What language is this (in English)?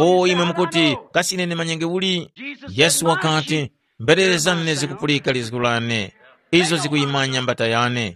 Tumbuka